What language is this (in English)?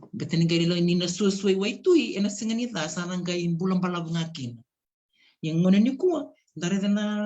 Fijian